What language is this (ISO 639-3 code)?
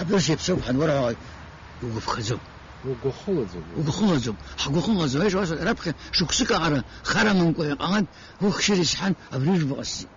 abk